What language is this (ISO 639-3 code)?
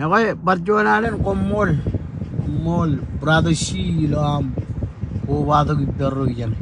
mah